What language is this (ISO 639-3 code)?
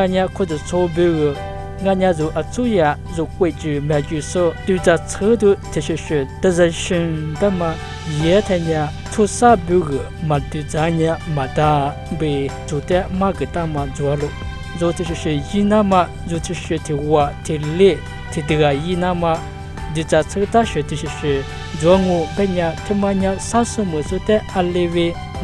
lis